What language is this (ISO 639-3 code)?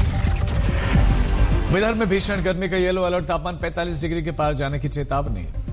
hin